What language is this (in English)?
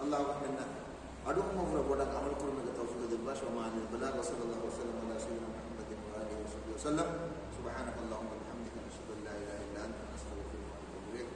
Divehi